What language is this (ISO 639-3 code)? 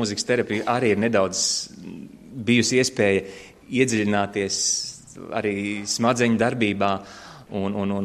lav